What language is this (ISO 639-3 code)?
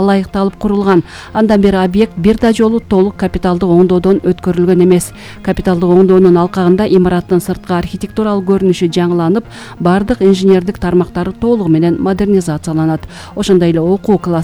kir